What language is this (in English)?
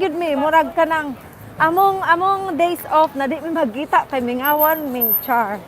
Cebuano